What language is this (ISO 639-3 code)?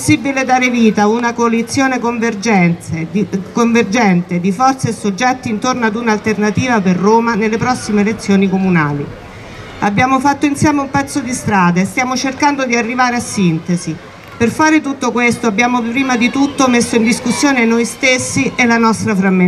ita